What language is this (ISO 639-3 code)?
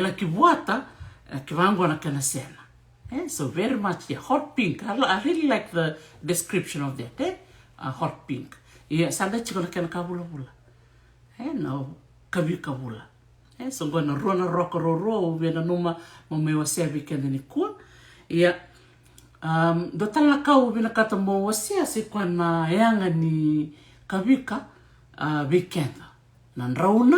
fij